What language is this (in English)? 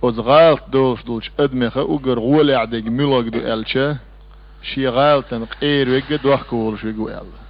Chechen